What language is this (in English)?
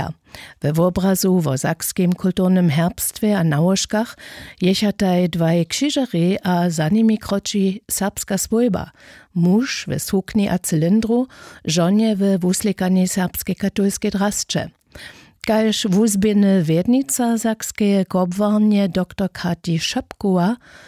Upper Sorbian